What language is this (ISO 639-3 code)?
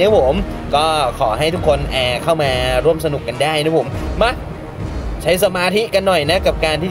tha